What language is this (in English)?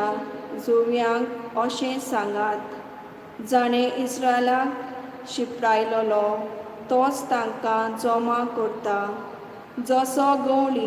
Konkani